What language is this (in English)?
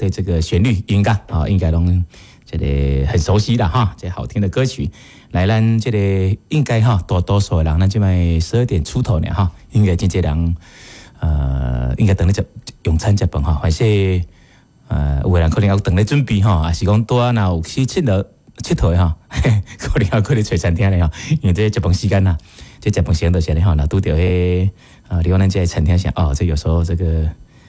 Min Nan Chinese